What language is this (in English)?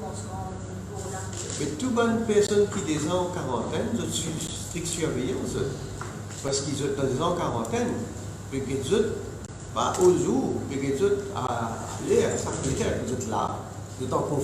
Morisyen